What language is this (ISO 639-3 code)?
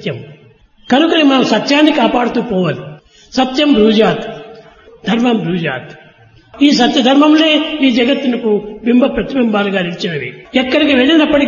tel